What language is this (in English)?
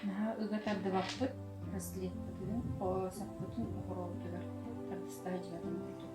Yakut